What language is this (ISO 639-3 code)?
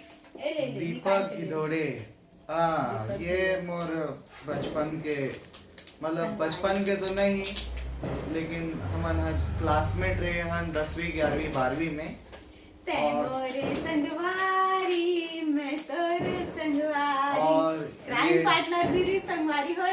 hne